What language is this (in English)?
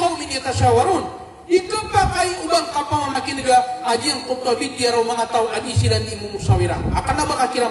Maranao